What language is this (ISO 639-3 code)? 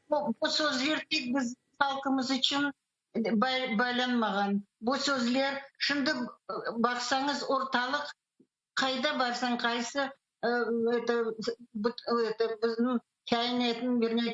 crh